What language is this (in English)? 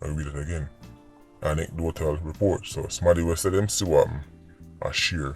Jamaican Creole English